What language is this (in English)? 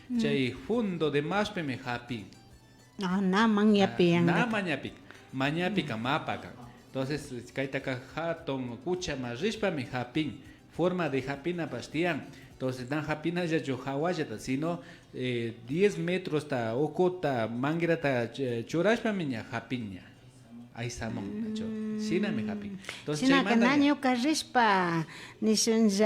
Imbabura Highland Quichua